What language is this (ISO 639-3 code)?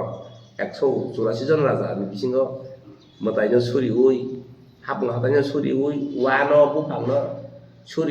trp